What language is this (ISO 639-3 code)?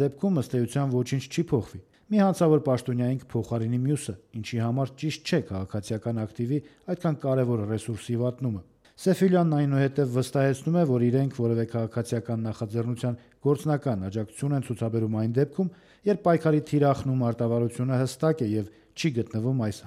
hye